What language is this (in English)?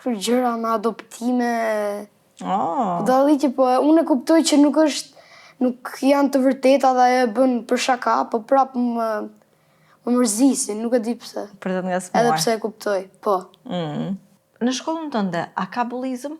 Albanian